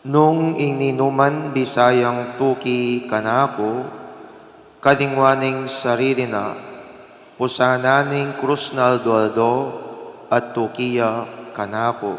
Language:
Pampanga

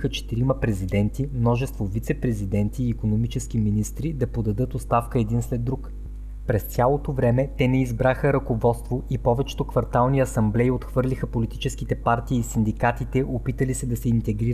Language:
Bulgarian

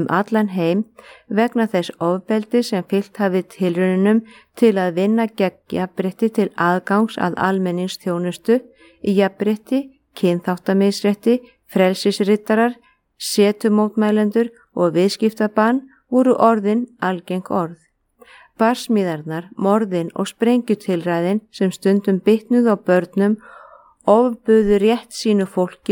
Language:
Icelandic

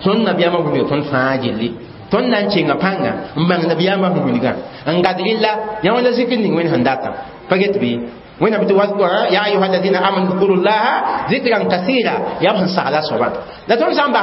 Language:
Mossi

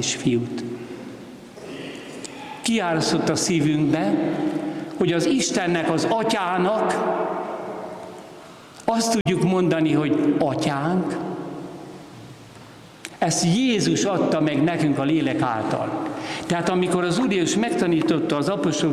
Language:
Hungarian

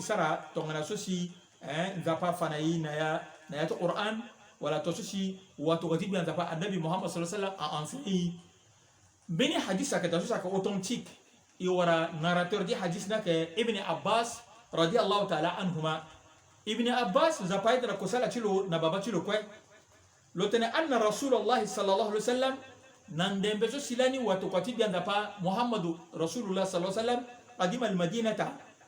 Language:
Sango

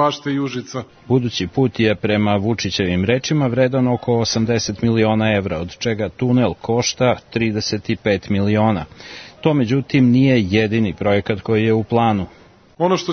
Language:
Serbian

